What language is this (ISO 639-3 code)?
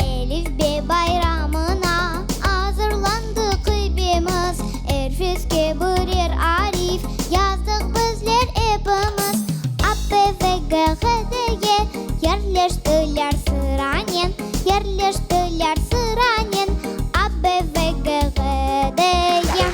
crh